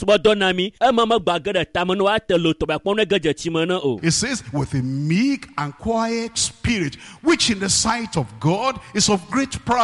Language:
Ewe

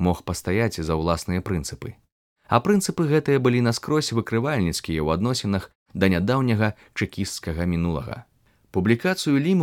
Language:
Belarusian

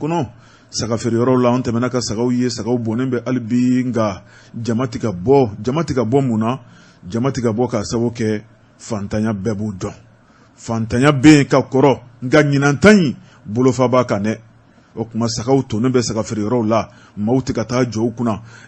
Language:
Bambara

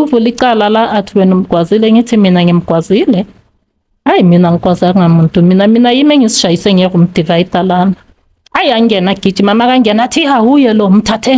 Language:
Zulu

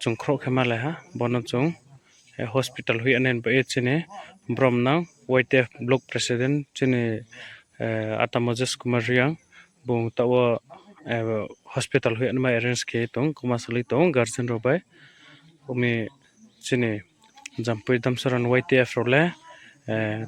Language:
Riang (India)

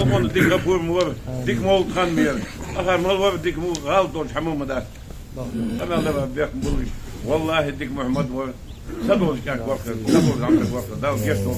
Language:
Ingush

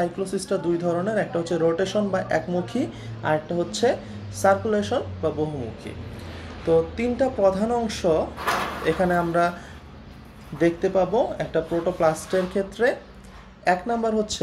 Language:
Bangla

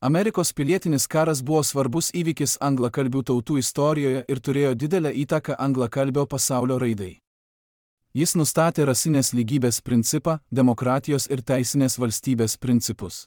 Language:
Lithuanian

